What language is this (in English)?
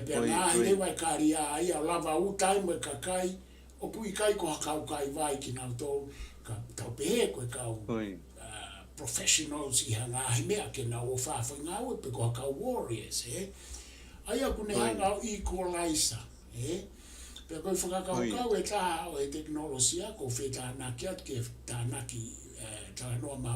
Tongan